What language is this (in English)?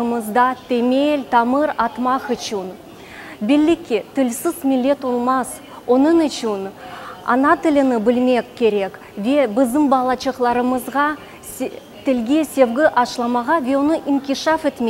Crimean Tatar